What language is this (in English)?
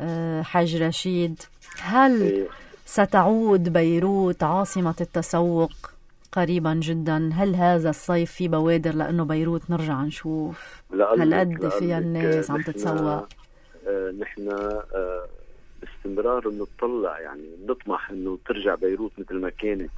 North Levantine Arabic